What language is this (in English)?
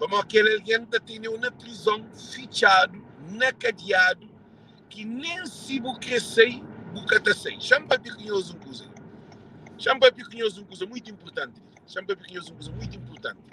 Kabuverdianu